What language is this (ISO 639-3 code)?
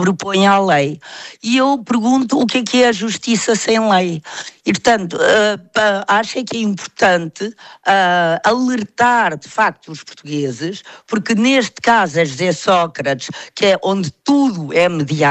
por